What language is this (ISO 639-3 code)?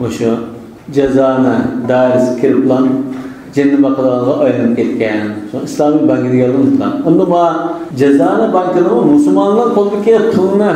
uig